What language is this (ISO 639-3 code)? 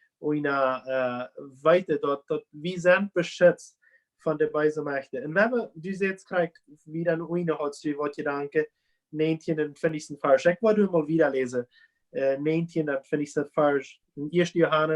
pdt